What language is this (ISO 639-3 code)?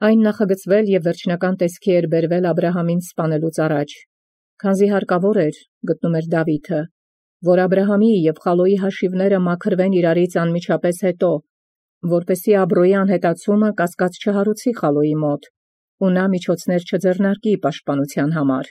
hye